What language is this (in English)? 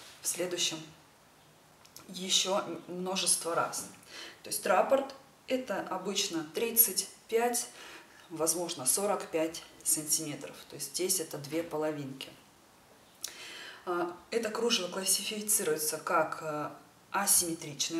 Russian